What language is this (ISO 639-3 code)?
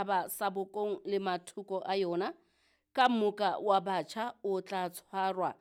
sot